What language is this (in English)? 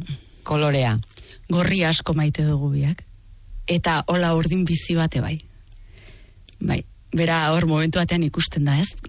Basque